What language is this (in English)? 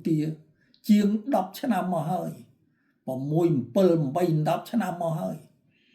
Khmer